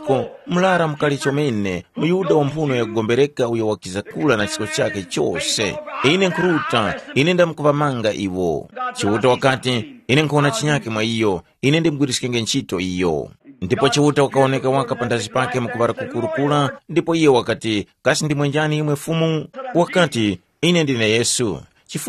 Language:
Tumbuka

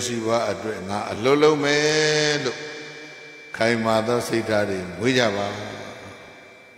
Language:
Burmese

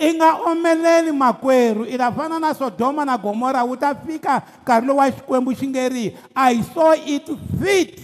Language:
Tsonga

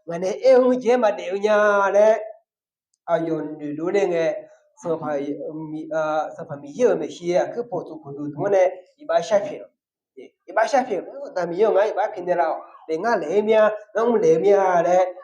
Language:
Akha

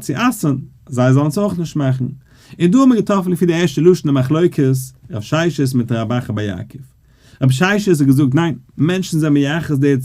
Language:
Yiddish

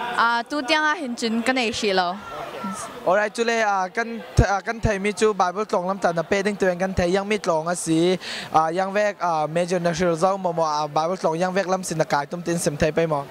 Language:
Falam Chin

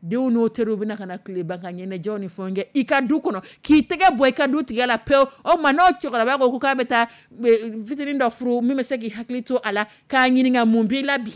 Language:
Dyula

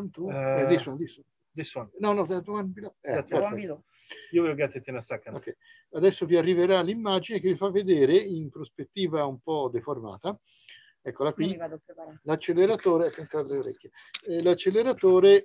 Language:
Italian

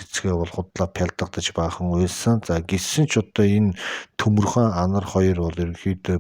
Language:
Mongolian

